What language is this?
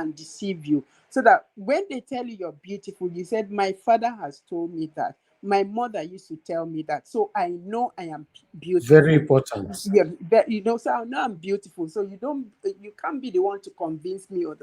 Nigerian Pidgin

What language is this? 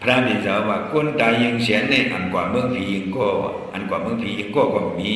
Shan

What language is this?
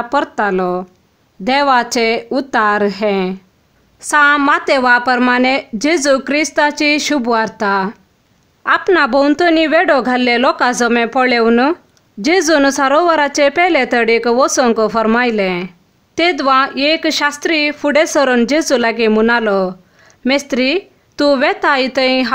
Konkani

